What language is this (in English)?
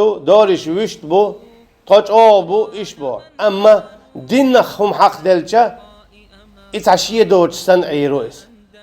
Chechen